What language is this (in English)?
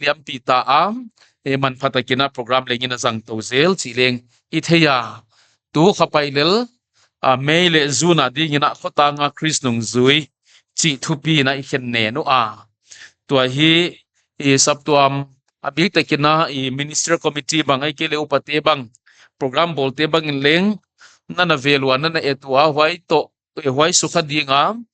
Paite Chin